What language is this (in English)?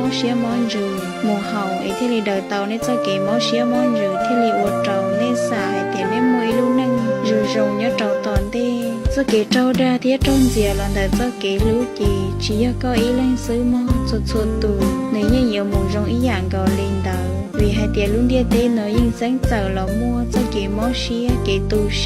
Hmong